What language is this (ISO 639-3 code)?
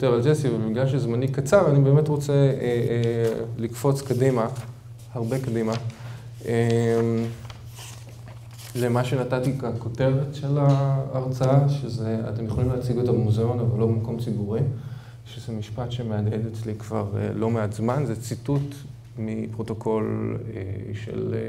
heb